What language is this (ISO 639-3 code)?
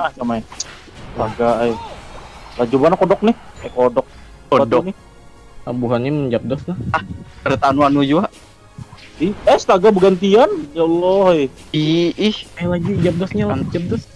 bjn